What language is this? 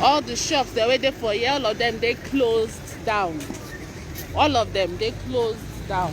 Nigerian Pidgin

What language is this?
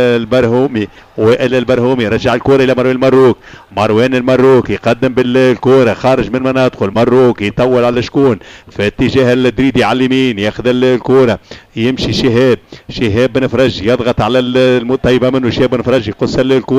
Tunisian Arabic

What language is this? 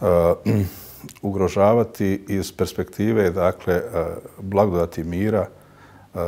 Bosnian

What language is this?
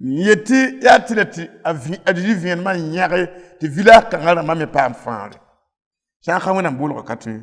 Mossi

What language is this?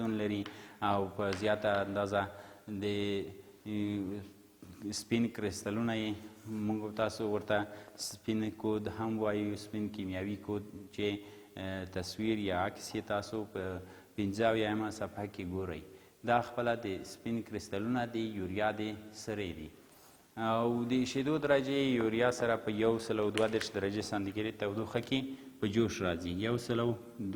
Pashto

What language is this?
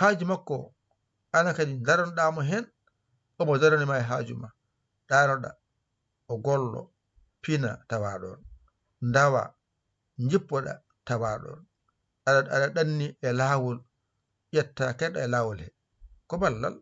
Fula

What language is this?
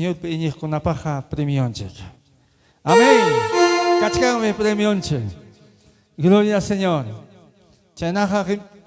Ayacucho Quechua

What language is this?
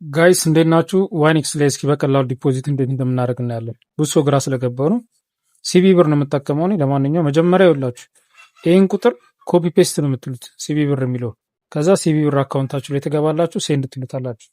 Amharic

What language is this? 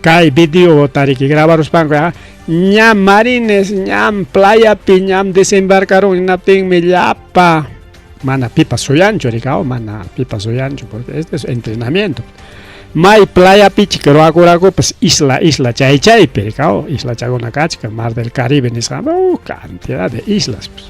Ayacucho Quechua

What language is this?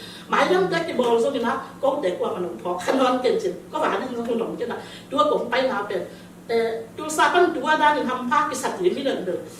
Tedim Chin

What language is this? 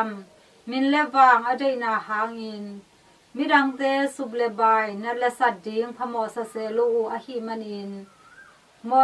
Tedim Chin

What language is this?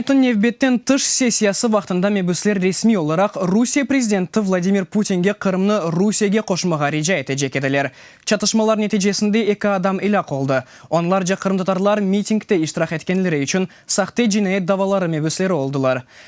Crimean Tatar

